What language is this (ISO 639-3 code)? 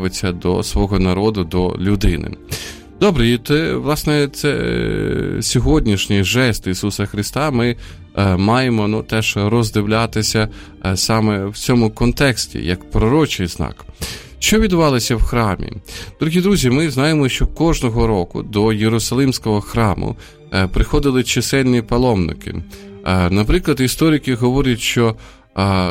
ukr